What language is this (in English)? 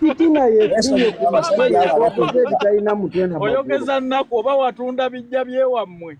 Ganda